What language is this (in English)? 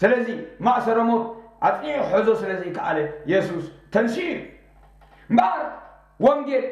Tigrinya